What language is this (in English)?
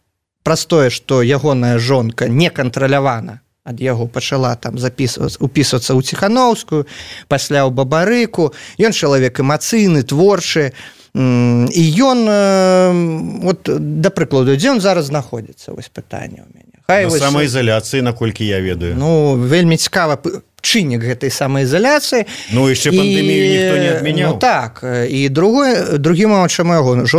Belarusian